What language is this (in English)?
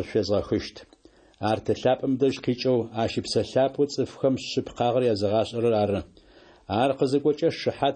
Adyghe